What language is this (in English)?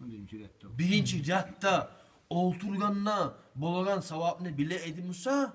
Kumyk